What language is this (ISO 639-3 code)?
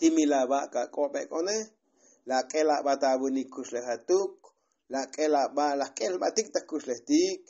tzo